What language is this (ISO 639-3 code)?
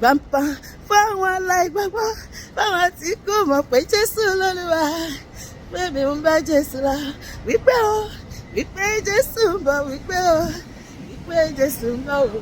yor